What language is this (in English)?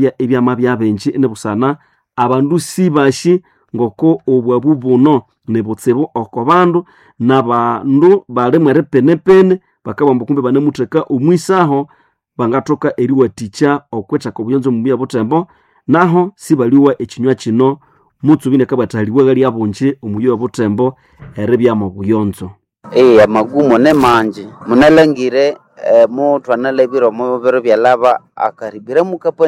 Nande